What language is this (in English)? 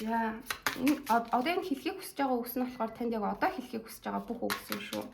Mongolian